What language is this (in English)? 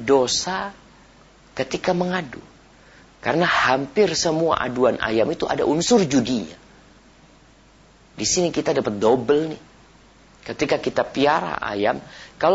Indonesian